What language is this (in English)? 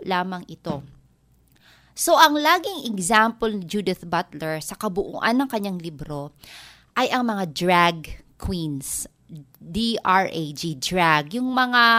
Filipino